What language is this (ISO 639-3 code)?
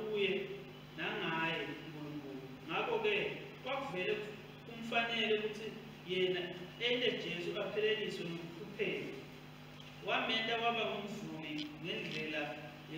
ssw